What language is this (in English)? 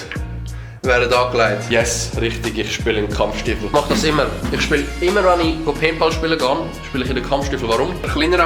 Swiss German